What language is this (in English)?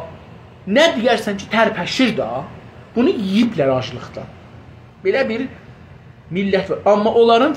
South Azerbaijani